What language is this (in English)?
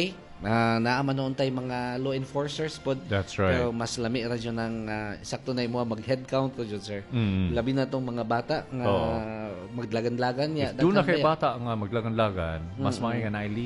Cebuano